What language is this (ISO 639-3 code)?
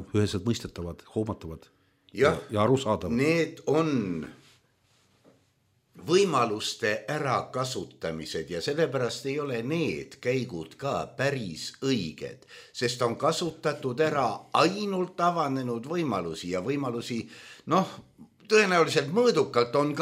est